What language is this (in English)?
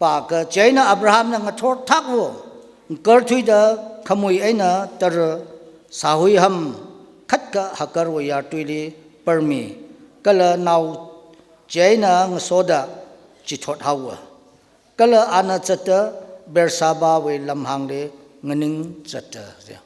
Tangkhul Naga (India)